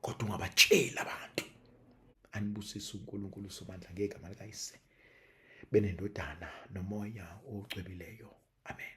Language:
Zulu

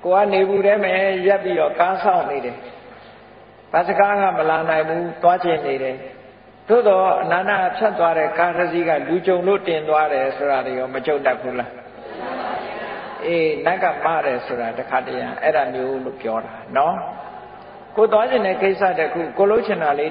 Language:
Burmese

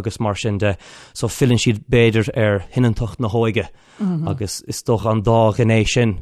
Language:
Irish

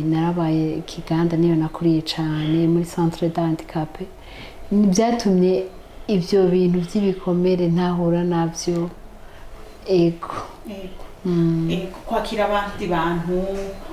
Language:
Rundi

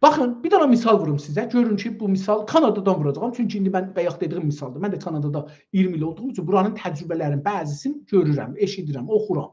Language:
South Azerbaijani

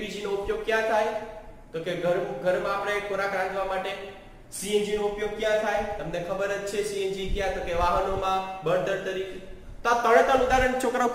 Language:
Gujarati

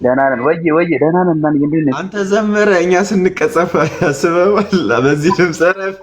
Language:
Amharic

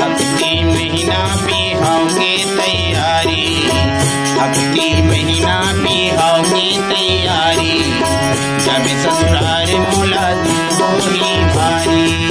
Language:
Chhattisgarhi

